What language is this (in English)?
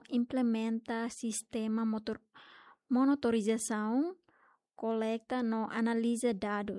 Tetum